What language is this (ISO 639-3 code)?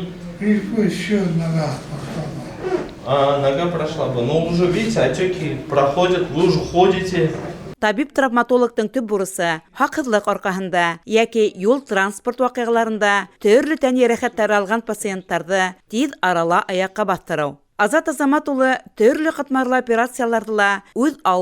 bak